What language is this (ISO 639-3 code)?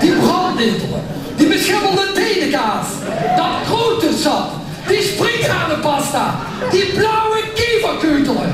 lim